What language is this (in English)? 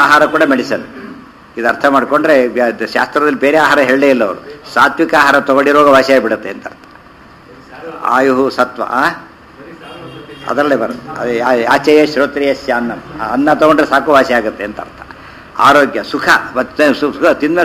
Kannada